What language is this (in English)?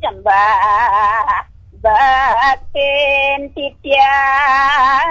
Balinese